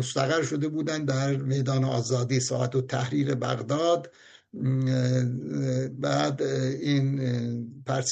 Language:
Persian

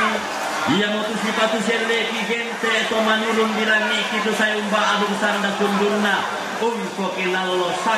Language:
Toraja-Sa'dan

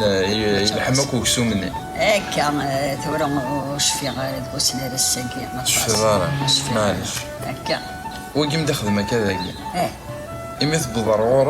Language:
Kabyle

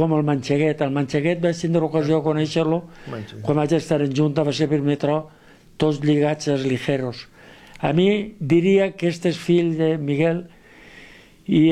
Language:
Catalan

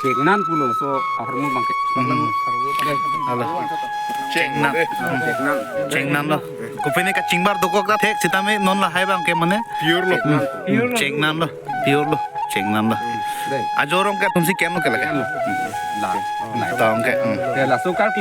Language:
Karbi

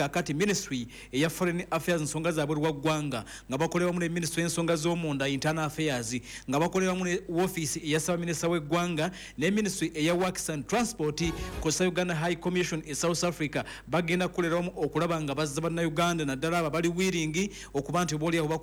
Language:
Ganda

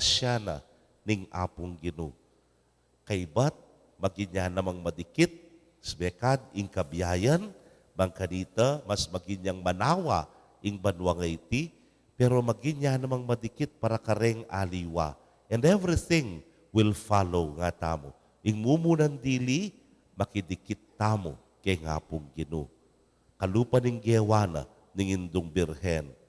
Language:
Pampanga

